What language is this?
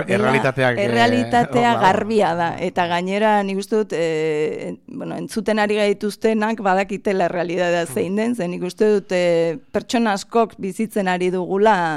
Basque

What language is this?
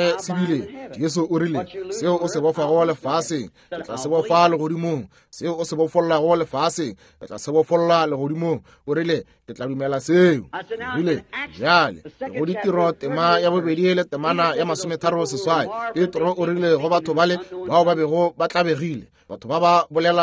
Northern Sotho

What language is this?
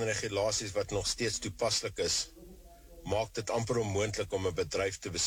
Afrikaans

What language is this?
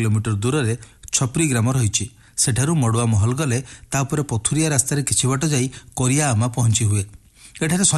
Odia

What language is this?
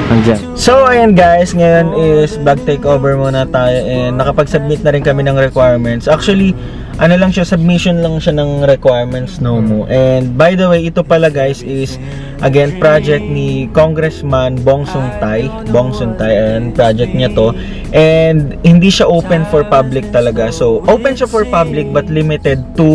Filipino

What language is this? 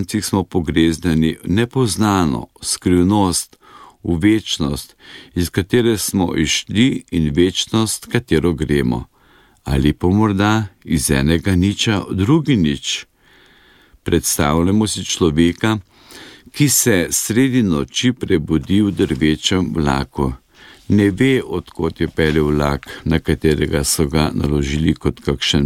Slovenian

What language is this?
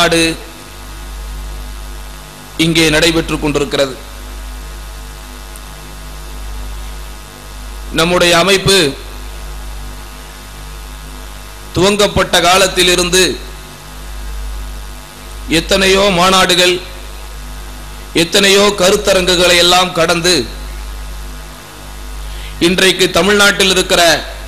Tamil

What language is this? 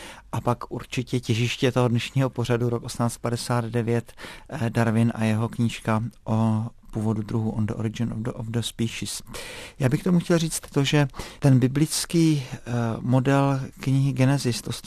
Czech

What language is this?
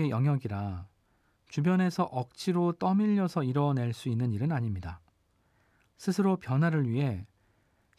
Korean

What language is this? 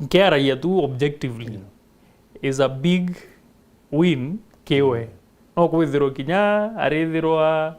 Meru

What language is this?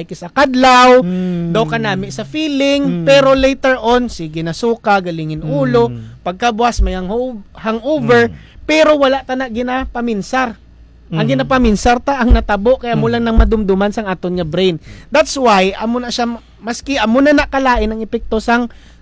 Hiligaynon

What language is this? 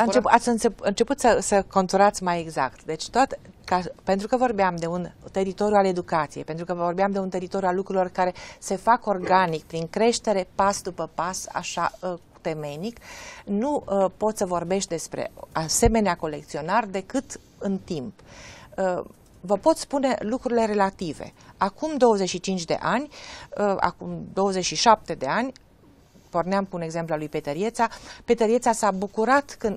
Romanian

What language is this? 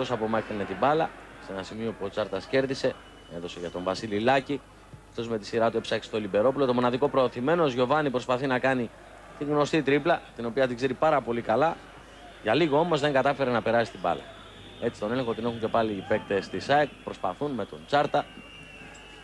Greek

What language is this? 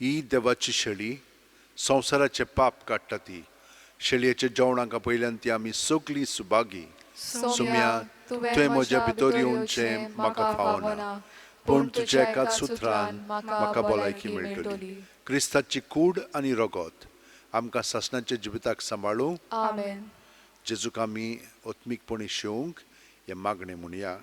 Konkani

